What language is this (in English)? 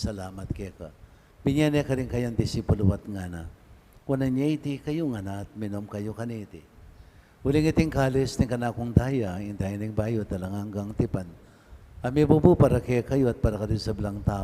Pampanga